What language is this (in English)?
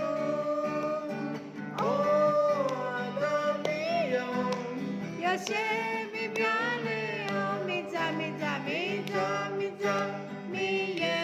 Akha